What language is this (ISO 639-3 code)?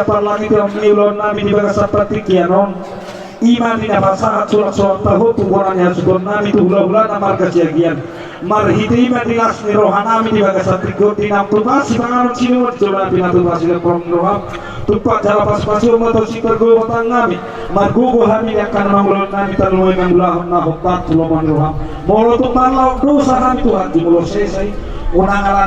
bbc